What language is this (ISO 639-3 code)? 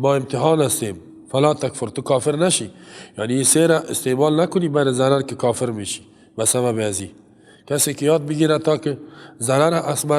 fas